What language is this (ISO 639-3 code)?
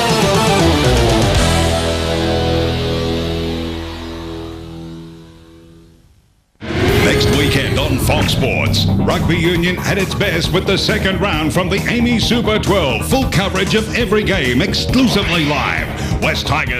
eng